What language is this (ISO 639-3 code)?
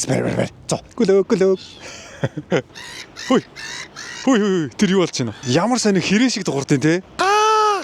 mon